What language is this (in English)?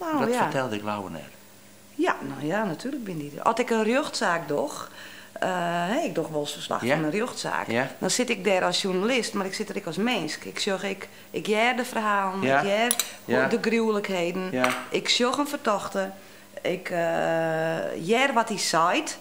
Western Frisian